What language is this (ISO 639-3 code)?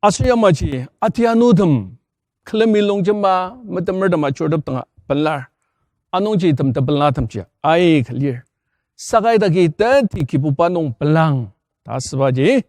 njo